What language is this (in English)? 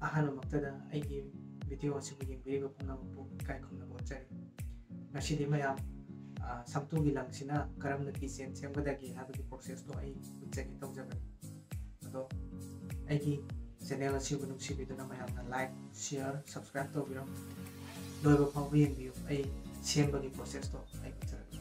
Manipuri